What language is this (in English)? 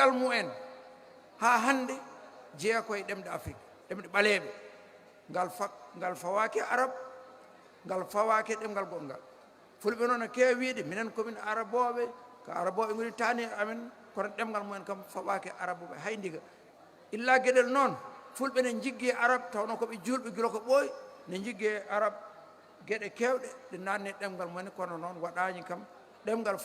Fula